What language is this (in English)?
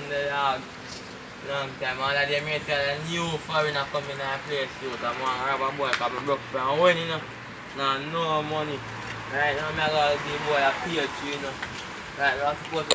Jamaican Creole English